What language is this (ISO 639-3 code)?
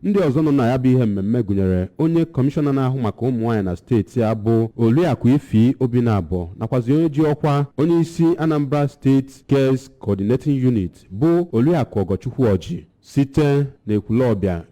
ibo